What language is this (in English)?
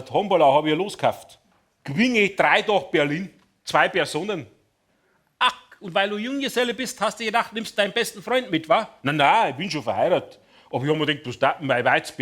Bavarian